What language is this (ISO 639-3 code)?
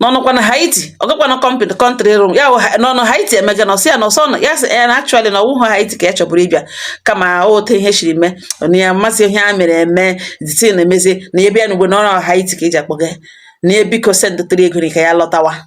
ibo